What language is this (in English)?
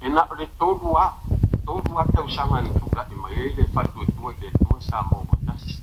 Samoan